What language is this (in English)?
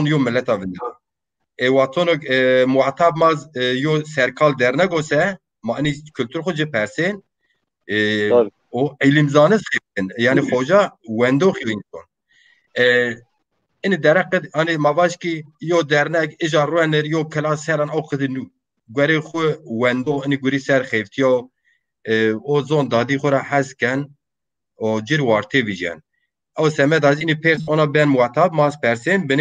Zaza